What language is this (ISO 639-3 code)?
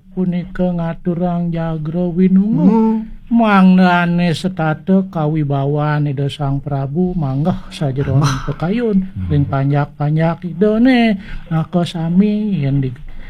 ban